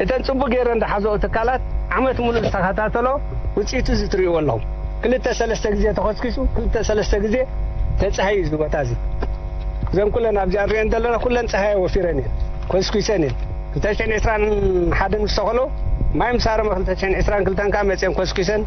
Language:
Tigrinya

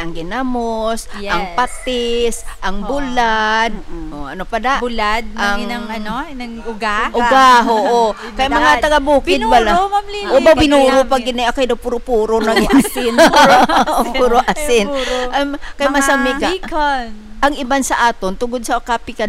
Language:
Hiligaynon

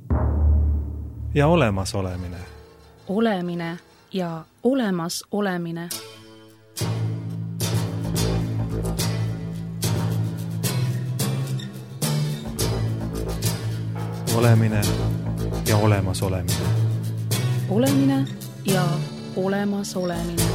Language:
Estonian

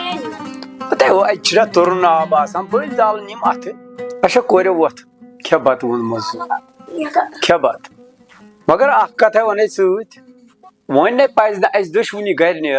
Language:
Kashmiri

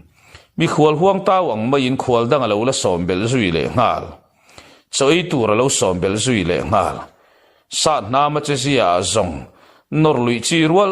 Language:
Mizo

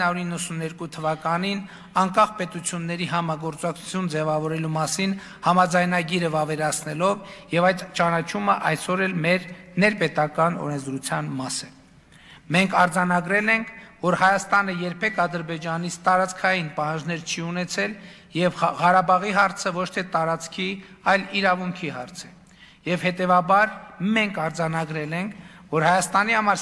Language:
Armenian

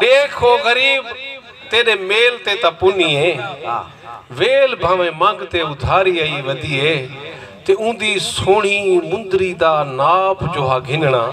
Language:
Saraiki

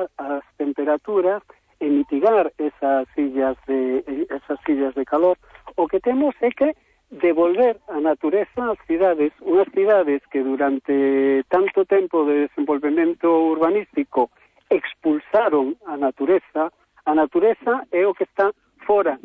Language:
Galician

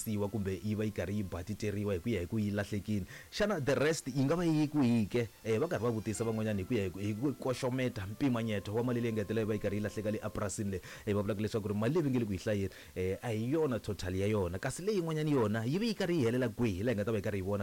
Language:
Tsonga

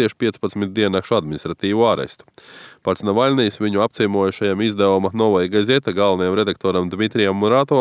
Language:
Latvian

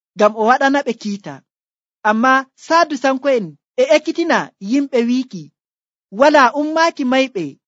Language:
Nigerian Fulfulde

